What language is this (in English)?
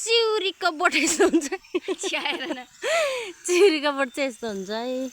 Nepali